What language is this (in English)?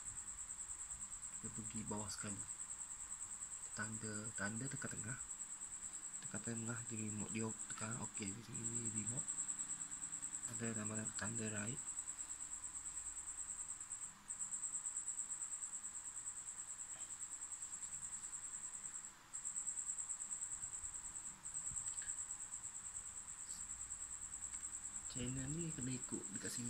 Malay